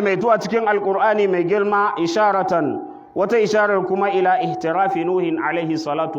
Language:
Hausa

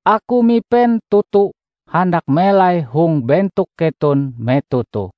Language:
Ngaju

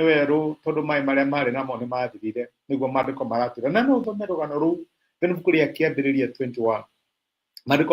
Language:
Kikuyu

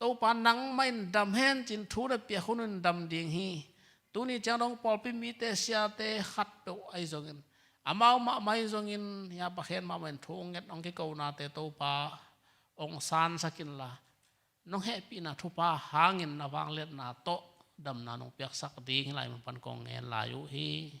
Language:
Tedim Chin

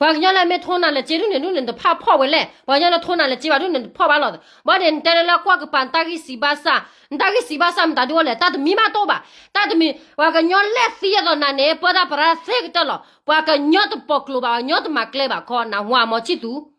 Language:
S'gaw Karen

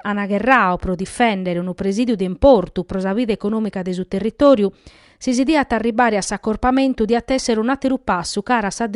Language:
Sardinian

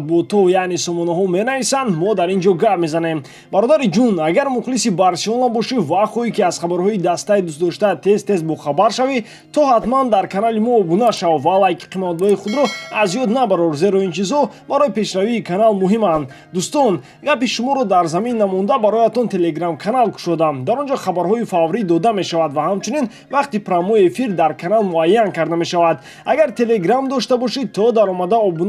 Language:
Tajik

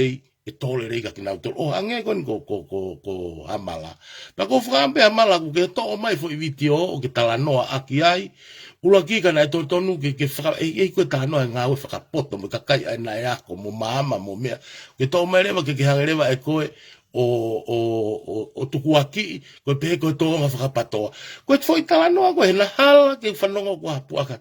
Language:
Tongan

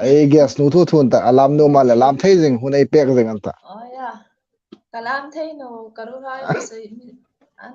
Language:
Hmar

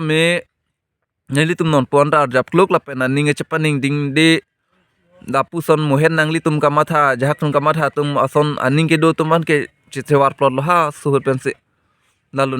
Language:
Karbi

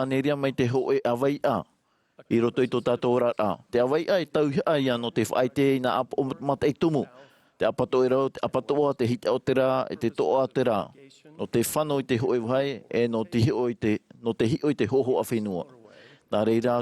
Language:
Tahitian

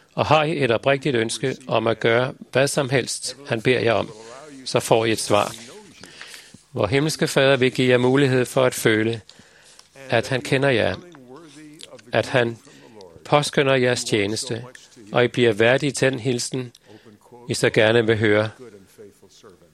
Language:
Danish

